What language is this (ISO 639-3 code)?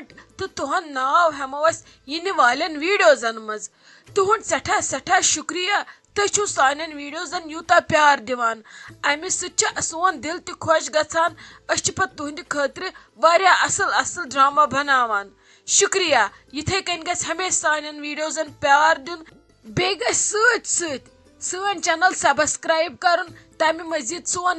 kas